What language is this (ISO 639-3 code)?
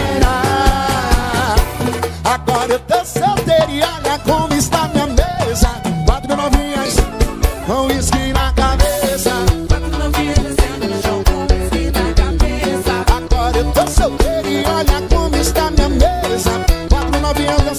por